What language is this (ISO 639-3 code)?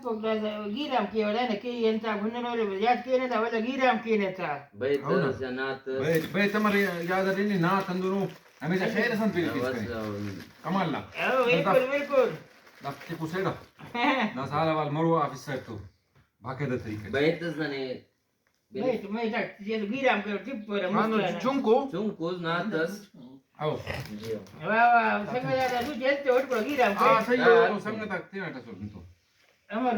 brh